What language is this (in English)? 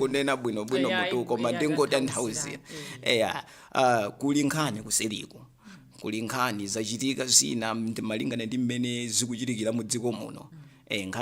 Nyanja